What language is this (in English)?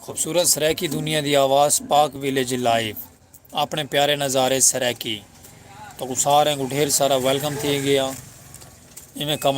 Saraiki